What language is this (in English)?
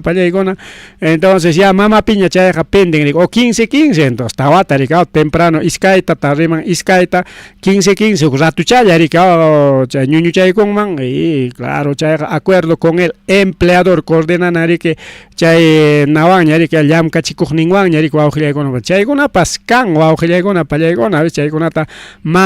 Ayacucho Quechua